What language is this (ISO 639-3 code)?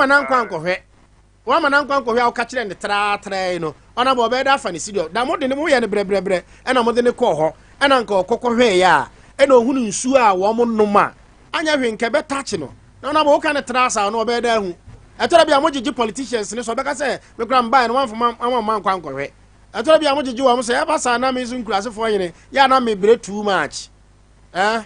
aka